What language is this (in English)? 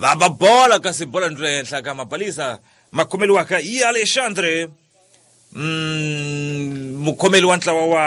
Tsonga